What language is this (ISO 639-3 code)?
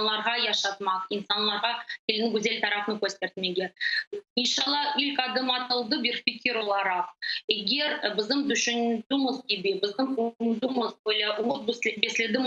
crh